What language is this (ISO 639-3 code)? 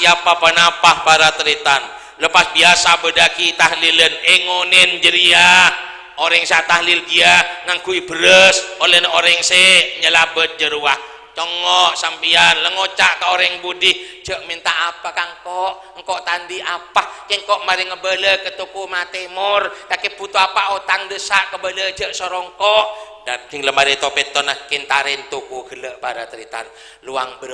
mad